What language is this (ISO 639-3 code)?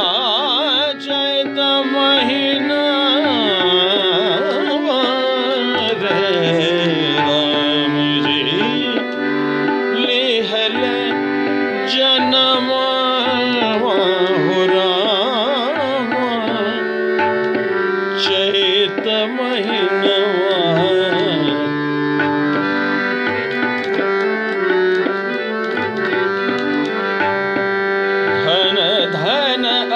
bho